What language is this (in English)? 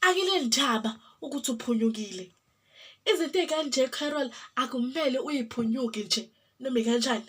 Zulu